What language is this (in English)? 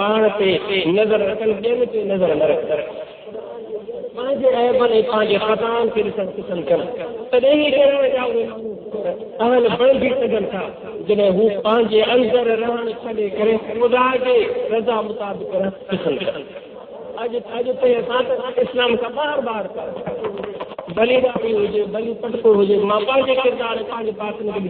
Sindhi